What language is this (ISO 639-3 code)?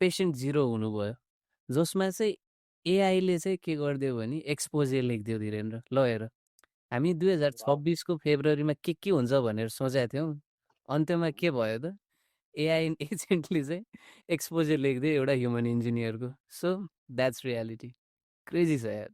nep